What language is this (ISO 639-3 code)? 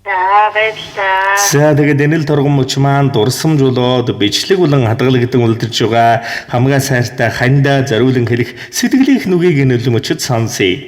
mon